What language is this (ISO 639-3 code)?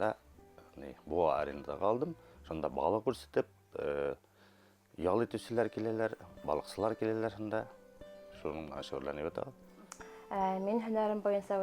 bak